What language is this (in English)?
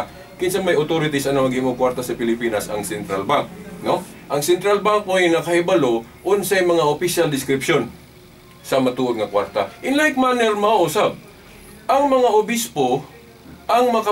Cebuano